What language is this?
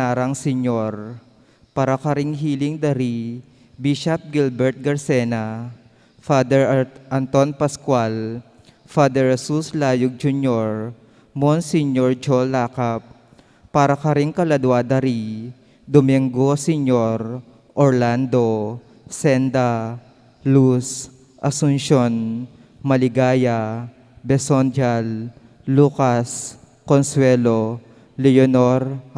Pampanga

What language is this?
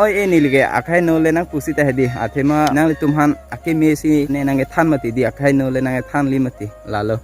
Karbi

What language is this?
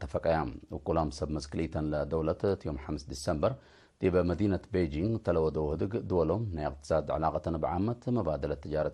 Tigre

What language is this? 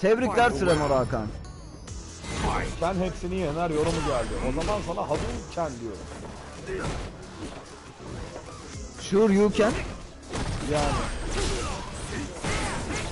Turkish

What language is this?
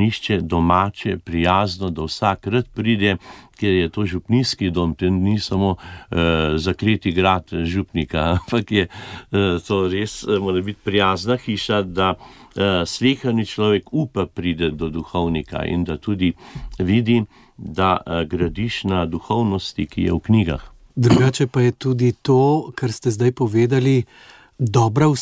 Slovenian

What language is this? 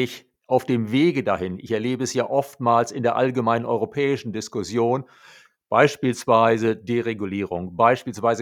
German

